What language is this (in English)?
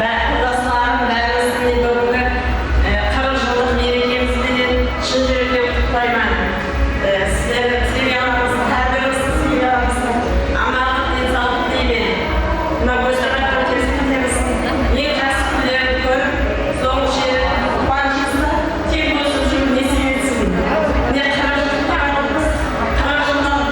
Kara-Kalpak